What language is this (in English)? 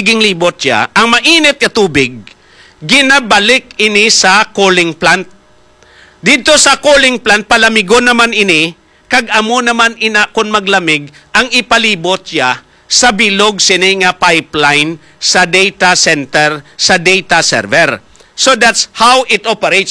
Hiligaynon